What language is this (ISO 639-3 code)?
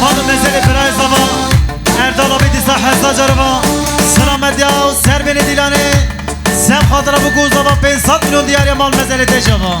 kur